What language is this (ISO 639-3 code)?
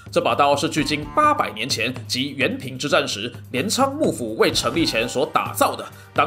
zho